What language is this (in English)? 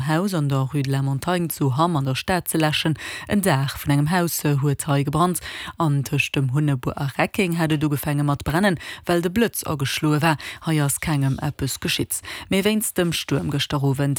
Luxembourgish